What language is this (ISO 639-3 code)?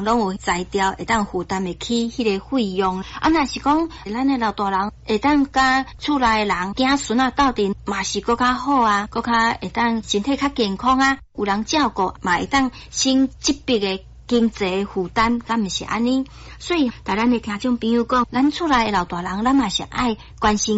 nan